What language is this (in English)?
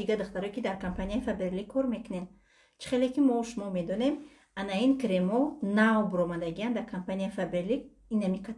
Tajik